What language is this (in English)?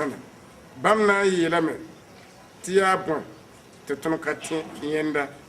Mossi